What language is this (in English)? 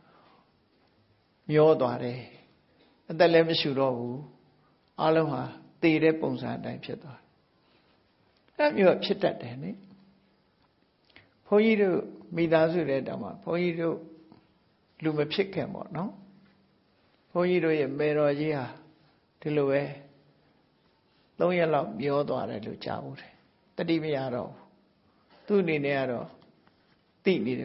Burmese